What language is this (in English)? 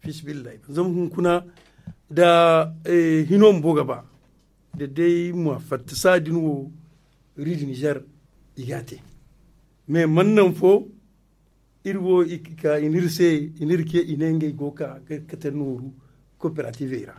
Zarma